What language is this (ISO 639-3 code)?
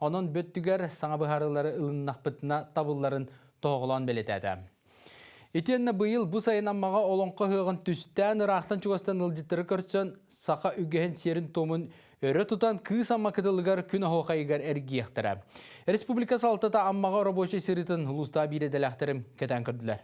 sah